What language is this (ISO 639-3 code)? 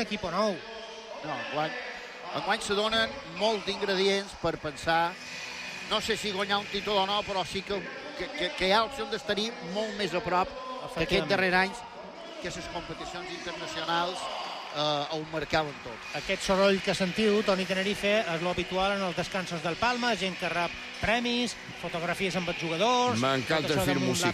cat